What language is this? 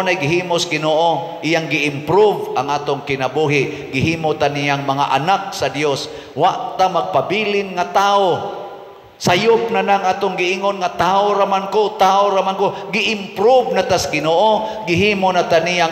Cebuano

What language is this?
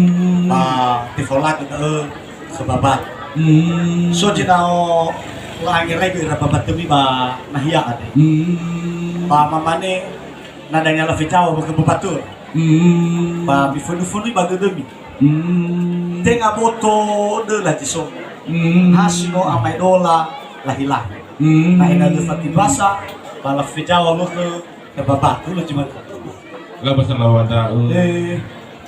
Nias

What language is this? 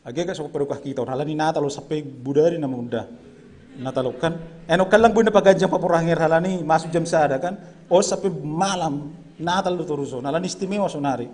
Batak Simalungun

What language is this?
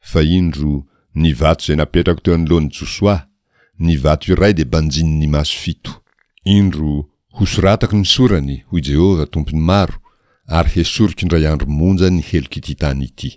Malagasy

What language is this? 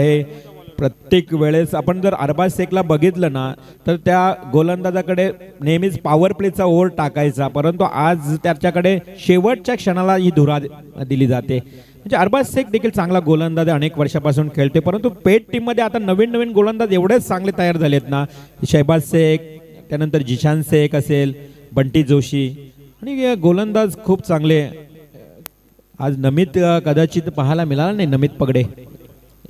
Marathi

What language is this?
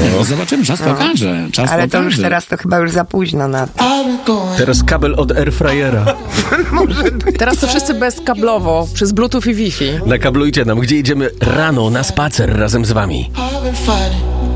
Polish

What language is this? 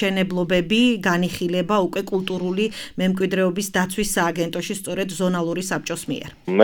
Georgian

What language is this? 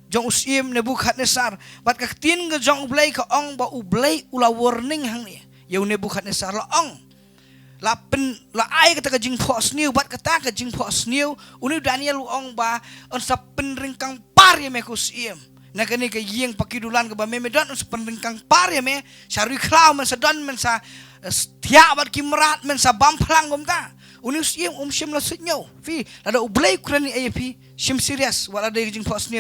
Khasi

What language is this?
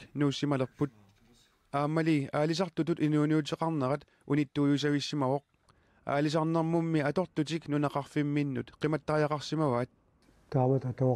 Kalaallisut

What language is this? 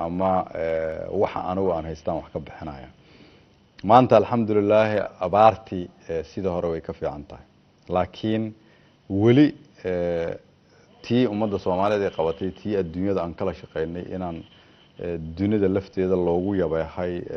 Somali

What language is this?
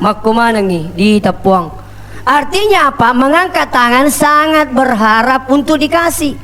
Buginese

